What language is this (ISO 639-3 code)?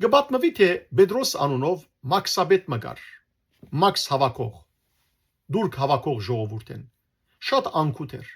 hyw